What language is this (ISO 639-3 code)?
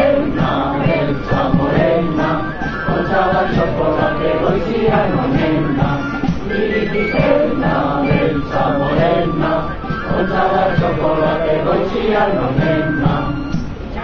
eus